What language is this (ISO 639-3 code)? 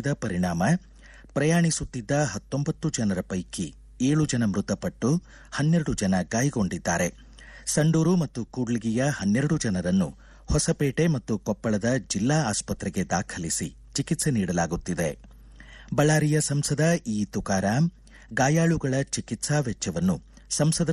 kan